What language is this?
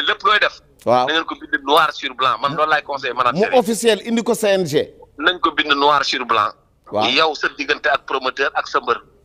Wolof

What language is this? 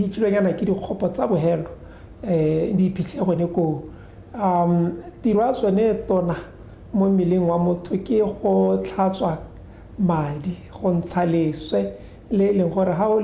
Tswana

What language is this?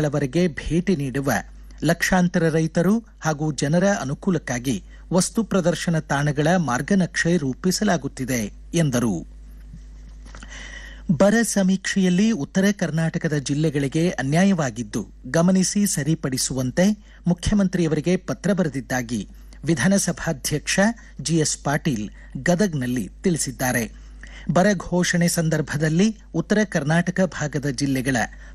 Kannada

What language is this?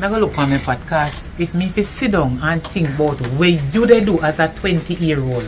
Jamaican Creole English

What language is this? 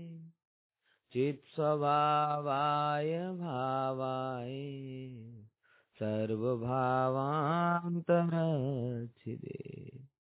Gujarati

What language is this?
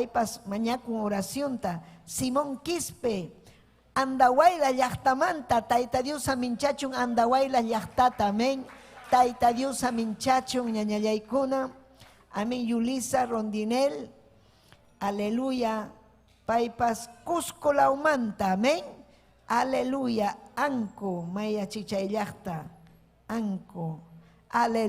Ayacucho Quechua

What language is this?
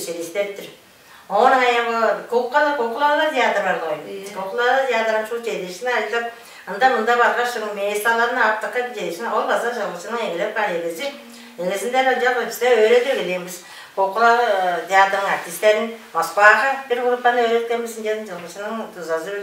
Tuvinian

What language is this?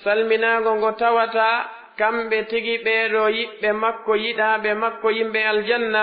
Pular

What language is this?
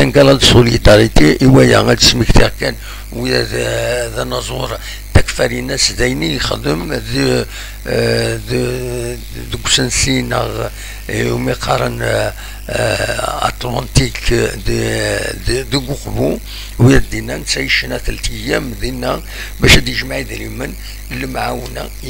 Kabyle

